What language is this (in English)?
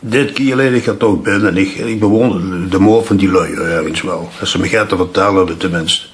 Limburgish